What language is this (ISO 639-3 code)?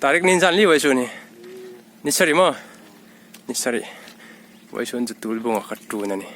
hmr